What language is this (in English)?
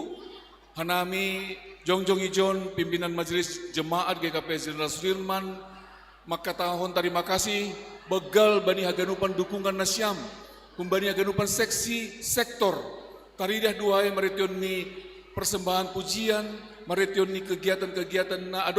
Batak Simalungun